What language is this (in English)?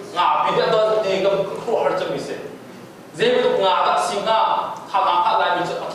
Hakha Chin